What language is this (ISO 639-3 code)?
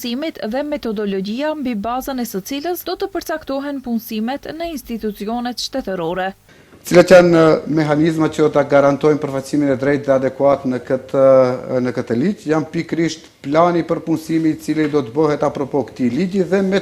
sqi